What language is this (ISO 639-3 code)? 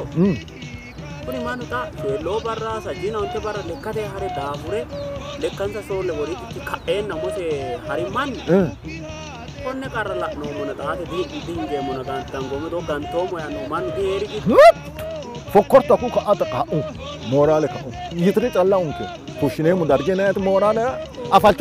sid